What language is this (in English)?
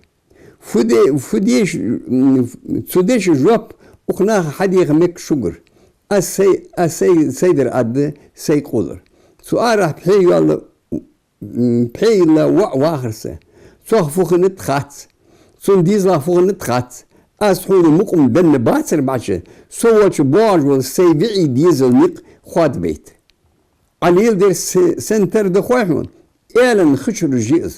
Ingush